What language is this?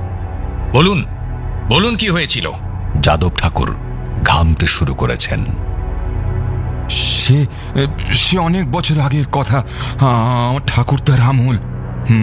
Bangla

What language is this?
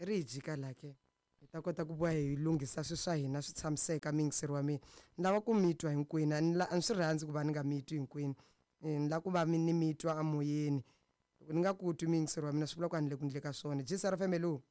Tsonga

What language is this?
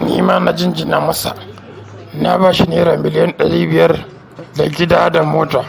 Hausa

